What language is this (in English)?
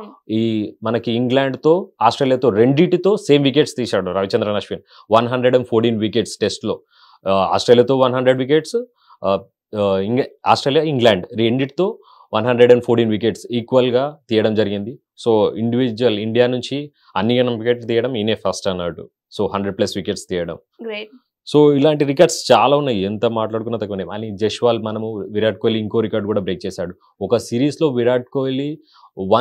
Telugu